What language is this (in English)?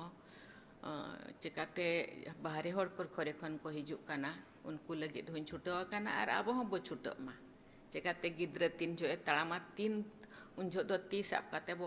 Santali